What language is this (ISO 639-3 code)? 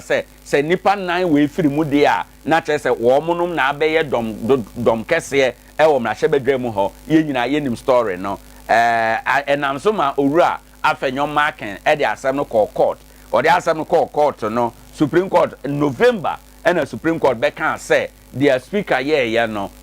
aka